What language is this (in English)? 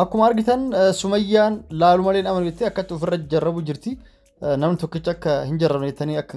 Oromo